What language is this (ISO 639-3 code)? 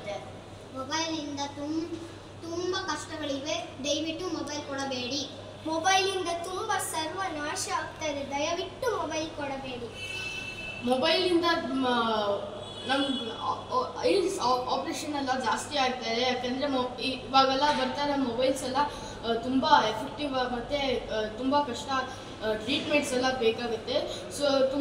kan